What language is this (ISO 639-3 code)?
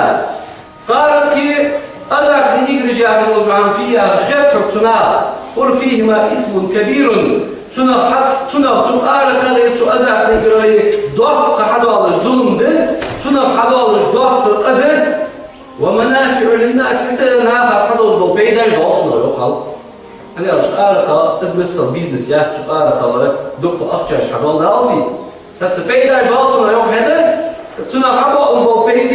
inh